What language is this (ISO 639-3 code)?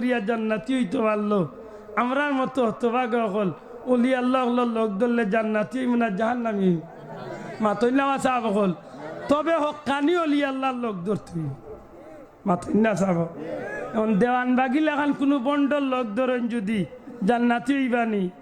syl